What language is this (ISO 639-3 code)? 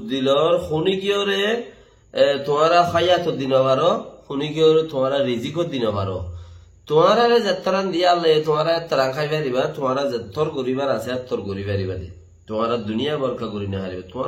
rhg